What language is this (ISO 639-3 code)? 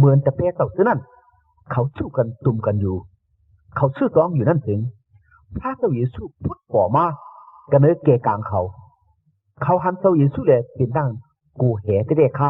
shn